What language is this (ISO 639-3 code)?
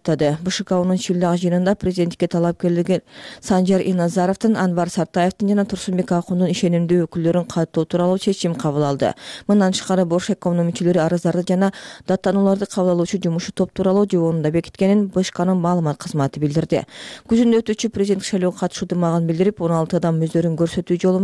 kir